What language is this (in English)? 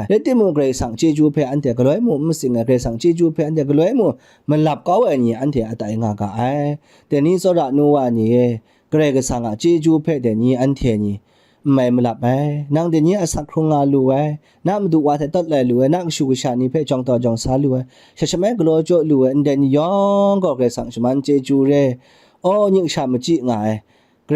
Kachin